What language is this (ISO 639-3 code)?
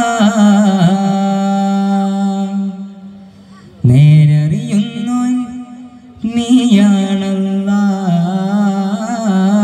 mal